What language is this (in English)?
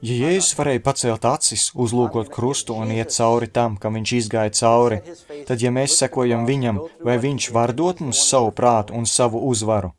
Latvian